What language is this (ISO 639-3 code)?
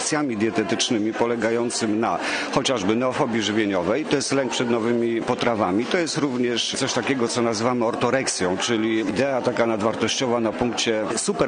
pol